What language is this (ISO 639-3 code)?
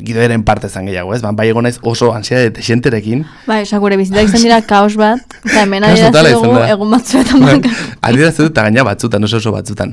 eus